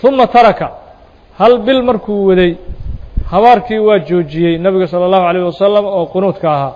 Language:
Somali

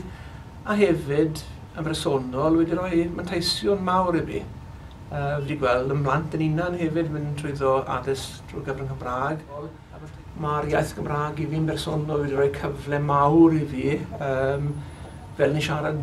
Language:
Welsh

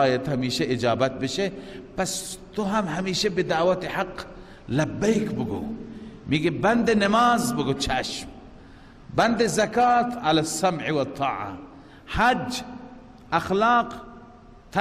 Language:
Persian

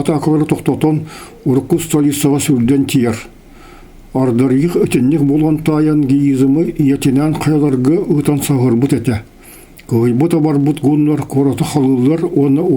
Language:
Yakut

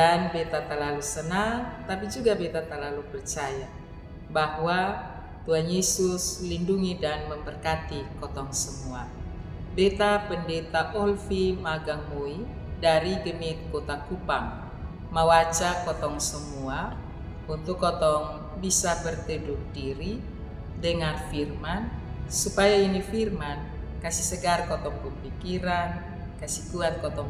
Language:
Kupang Malay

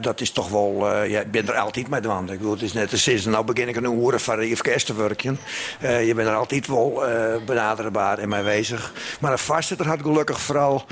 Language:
Western Frisian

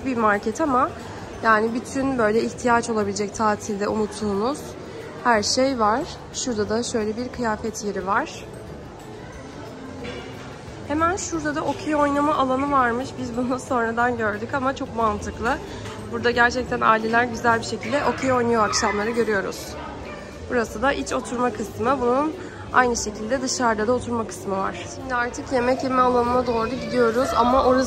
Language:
Turkish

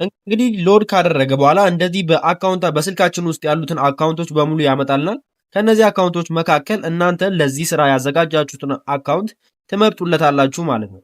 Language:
Amharic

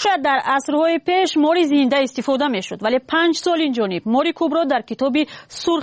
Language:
Persian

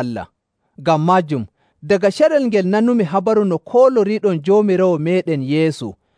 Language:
Nigerian Fulfulde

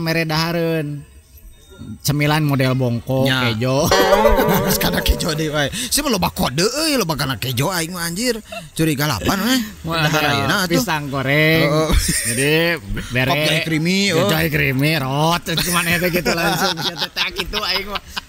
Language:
Sundanese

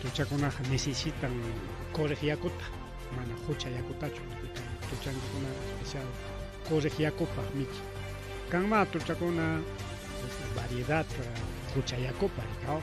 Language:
Ayacucho Quechua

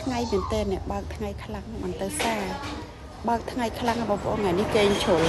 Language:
Khmer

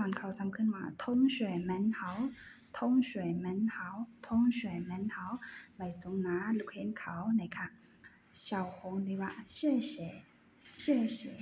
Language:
Shan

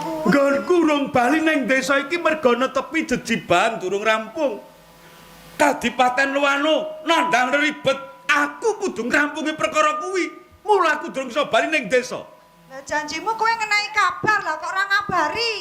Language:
Javanese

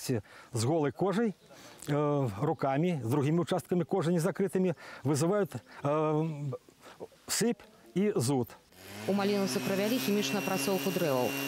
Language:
Belarusian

